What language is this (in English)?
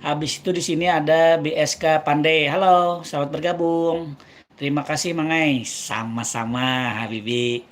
Banjar